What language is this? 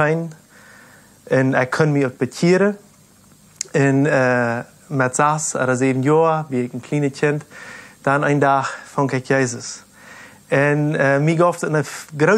Plautdietsch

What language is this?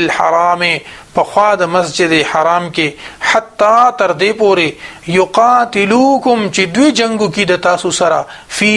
Pashto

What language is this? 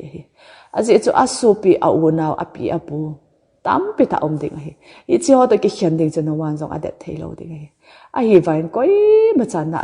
Thado Chin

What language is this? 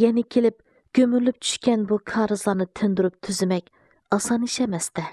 Uyghur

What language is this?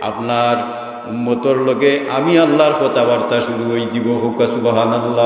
Sylheti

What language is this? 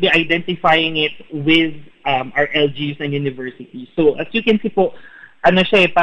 Filipino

